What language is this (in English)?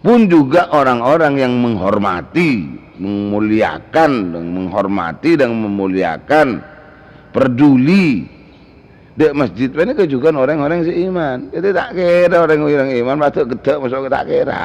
Madurese